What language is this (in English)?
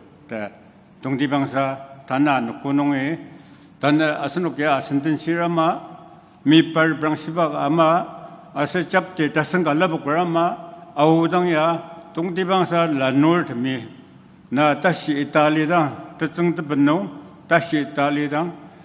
Ao Naga